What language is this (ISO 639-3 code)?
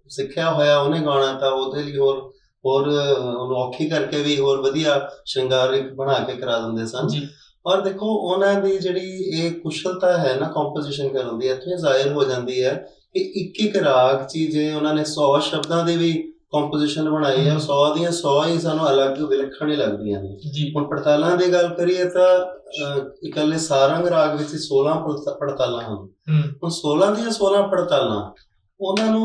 pan